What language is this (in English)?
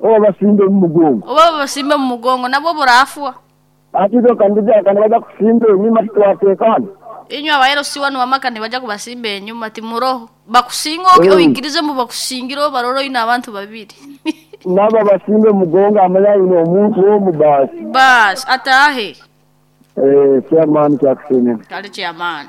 Nyankole